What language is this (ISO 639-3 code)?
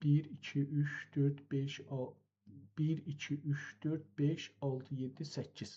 azb